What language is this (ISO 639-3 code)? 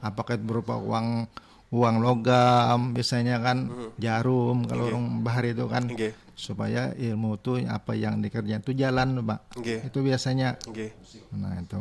bjn